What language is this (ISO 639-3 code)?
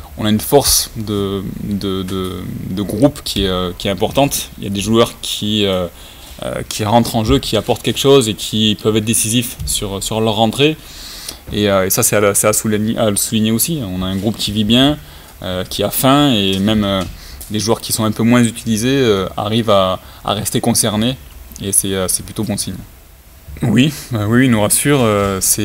fra